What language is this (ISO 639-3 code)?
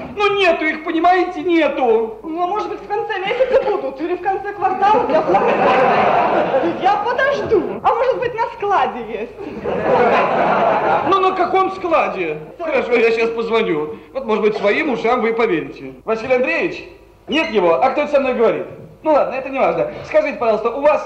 rus